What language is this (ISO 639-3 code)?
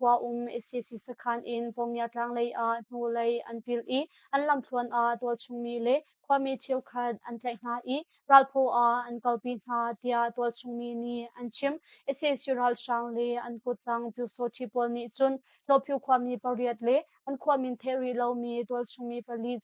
cnh